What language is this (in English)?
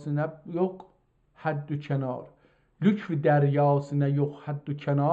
South Azerbaijani